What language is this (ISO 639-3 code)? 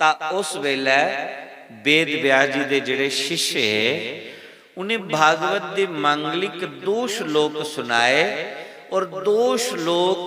doi